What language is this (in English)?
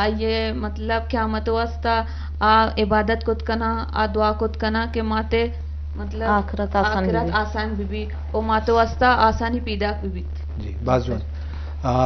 Eastern Balochi